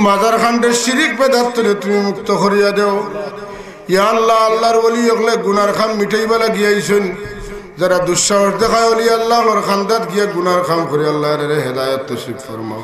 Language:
Sylheti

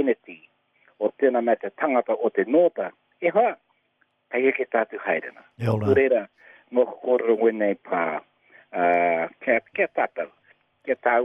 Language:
Māori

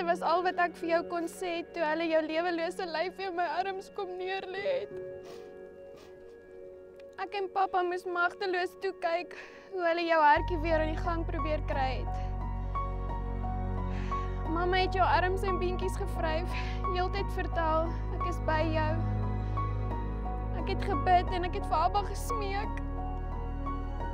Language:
Afrikaans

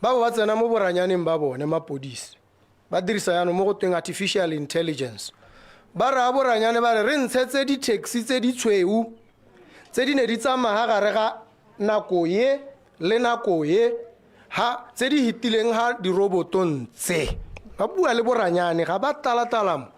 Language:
Tswana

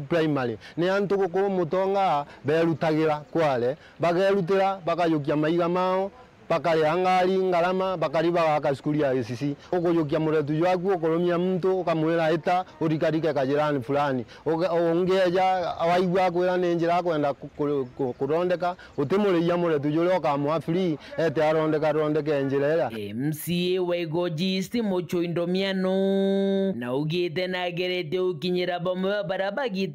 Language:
Meru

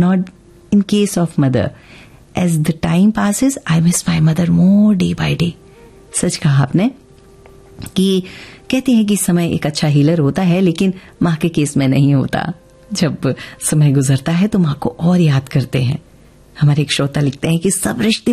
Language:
Hindi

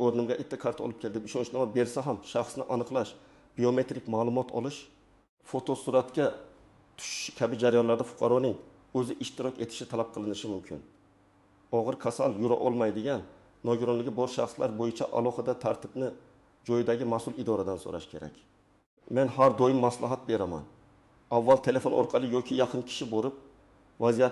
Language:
Uzbek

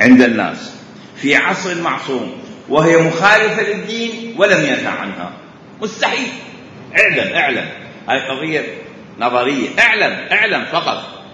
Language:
Mesopotamian Arabic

